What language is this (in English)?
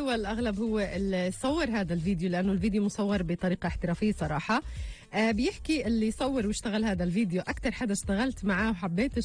North Levantine Arabic